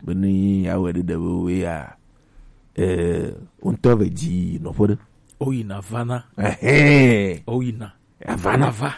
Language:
Gen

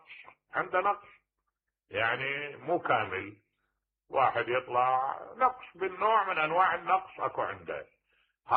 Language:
Mesopotamian Arabic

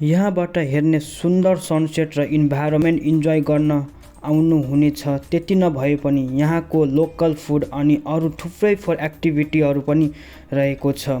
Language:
Nepali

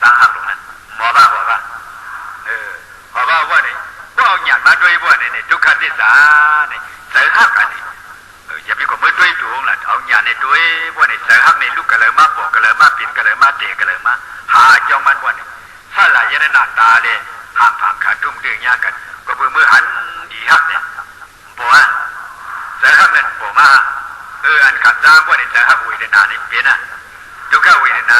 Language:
Shan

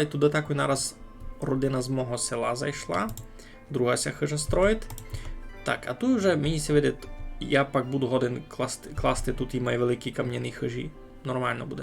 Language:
Rusyn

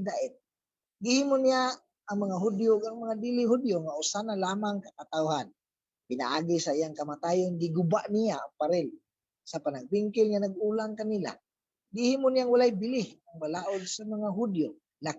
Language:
Cebuano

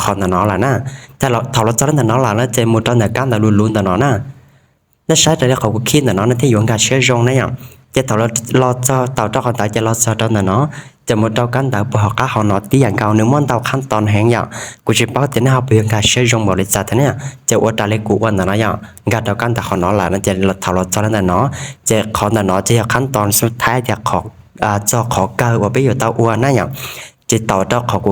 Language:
Hmong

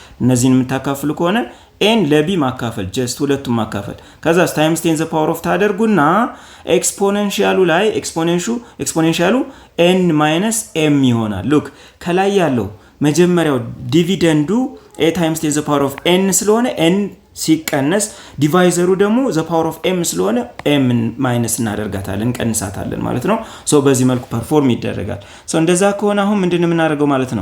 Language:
Amharic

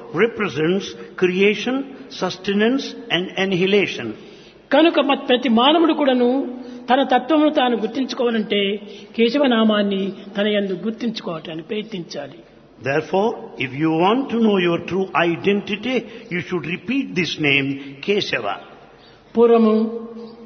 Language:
Telugu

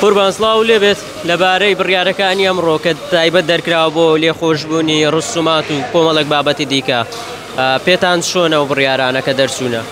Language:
Central Kurdish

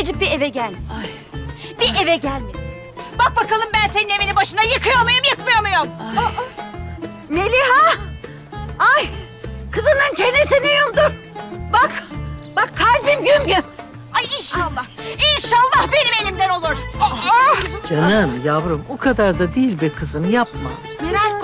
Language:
Turkish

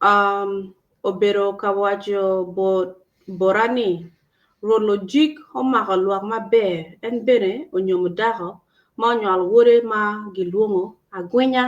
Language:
Acoli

